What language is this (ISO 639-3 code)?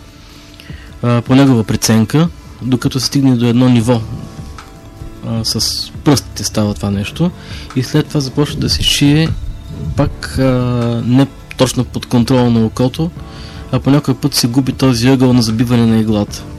bul